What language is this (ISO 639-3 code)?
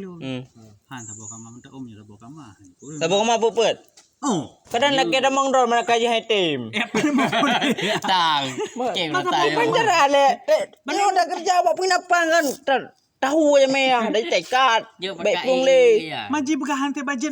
ace